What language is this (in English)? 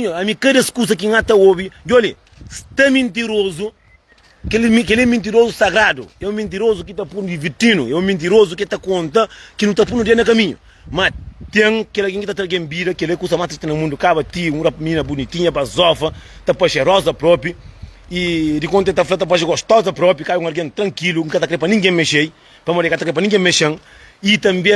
Kabuverdianu